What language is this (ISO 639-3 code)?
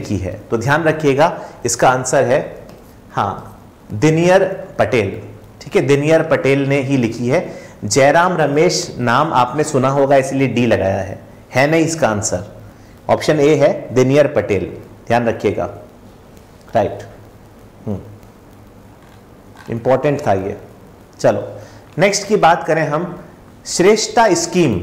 hin